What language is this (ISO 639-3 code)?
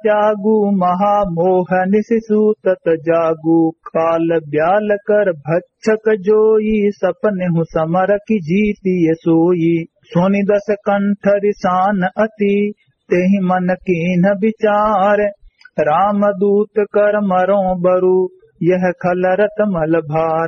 awa